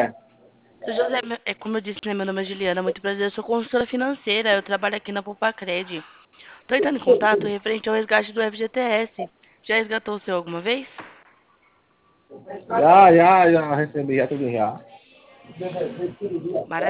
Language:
Portuguese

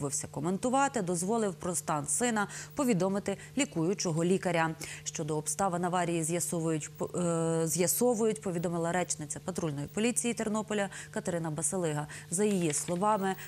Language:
Ukrainian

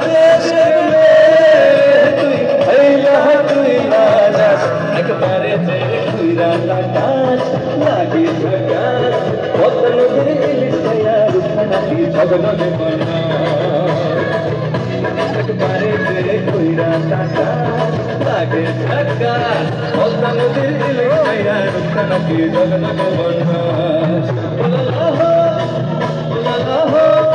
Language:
Bangla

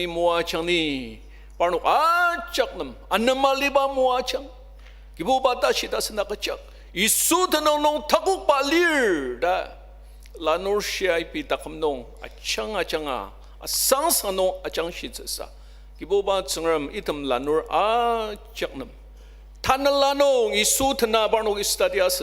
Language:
Ao Naga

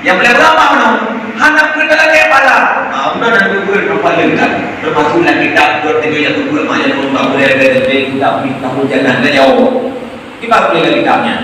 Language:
Achinese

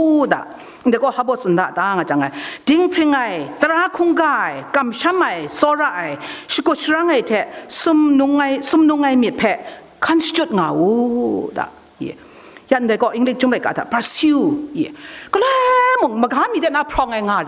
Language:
Kachin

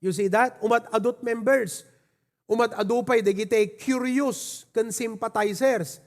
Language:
Iloko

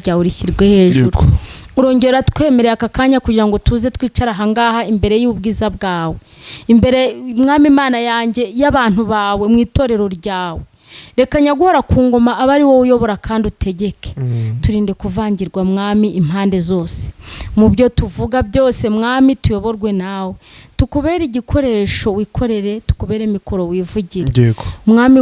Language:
Kinyarwanda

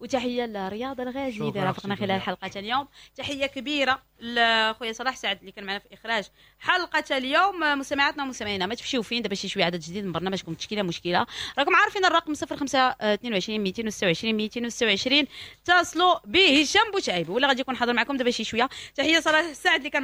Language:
Moroccan Arabic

